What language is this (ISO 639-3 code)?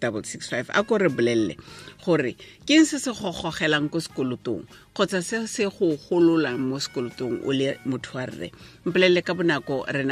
tsn